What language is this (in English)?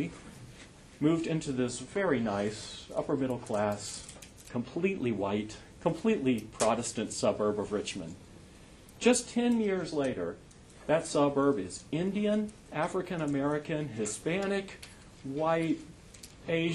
English